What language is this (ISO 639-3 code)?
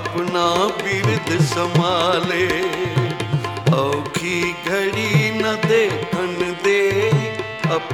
pan